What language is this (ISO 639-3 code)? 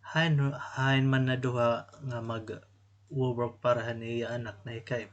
war